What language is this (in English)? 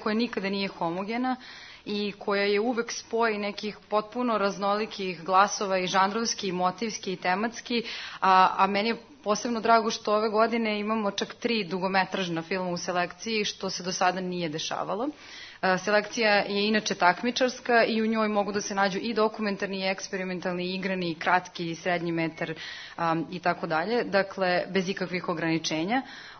Serbian